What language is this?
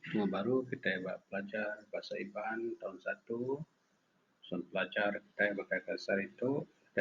Iban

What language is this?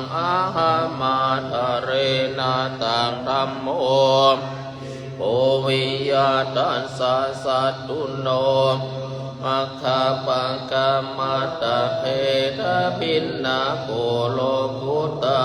Pali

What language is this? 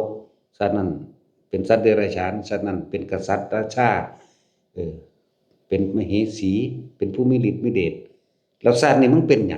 Lao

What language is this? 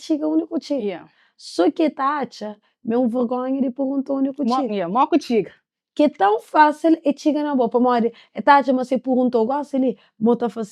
Kabuverdianu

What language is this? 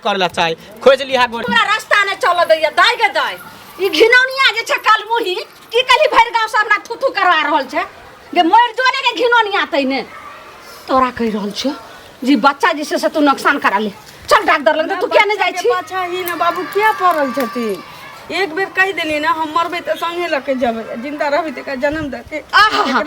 Maithili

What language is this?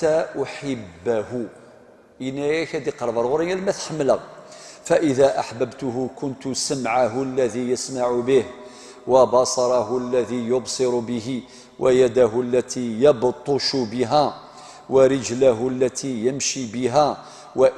Kabyle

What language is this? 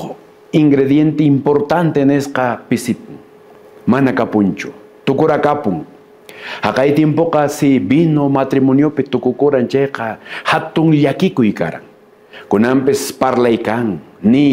Quechua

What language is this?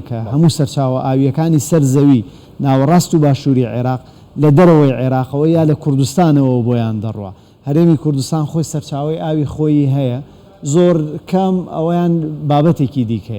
Central Kurdish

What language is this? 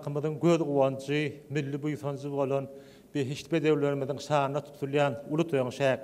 Turkmen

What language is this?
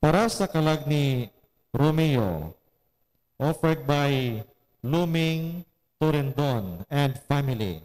Hiligaynon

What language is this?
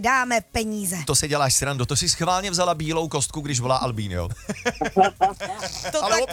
Czech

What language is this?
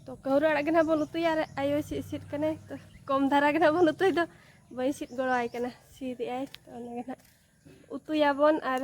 Santali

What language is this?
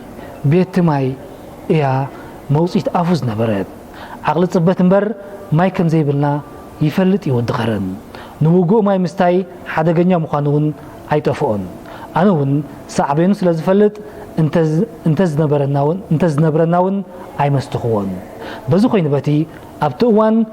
Tigrinya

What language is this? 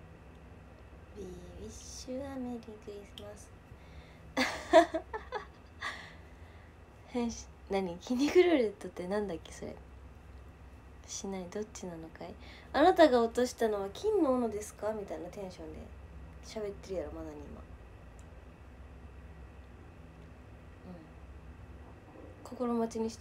Japanese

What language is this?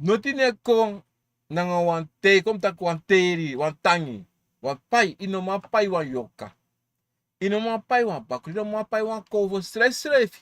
Sranan Tongo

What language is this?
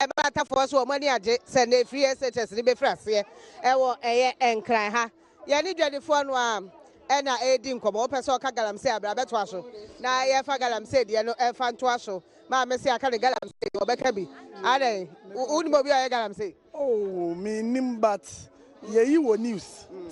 Akan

